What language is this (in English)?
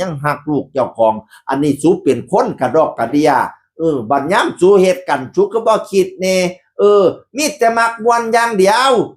Northeastern Thai